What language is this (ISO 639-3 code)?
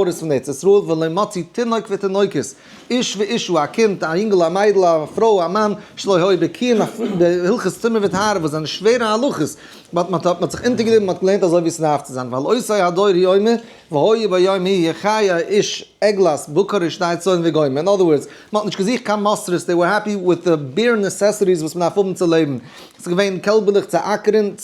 yid